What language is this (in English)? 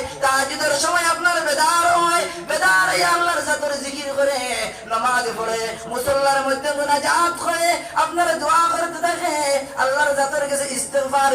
Sylheti